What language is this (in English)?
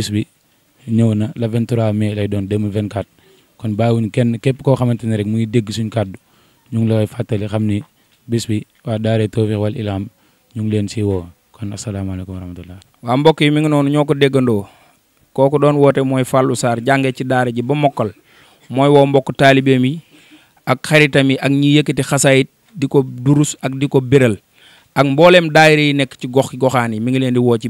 Wolof